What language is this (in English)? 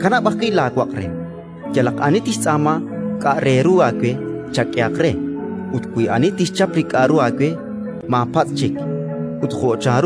Kekchí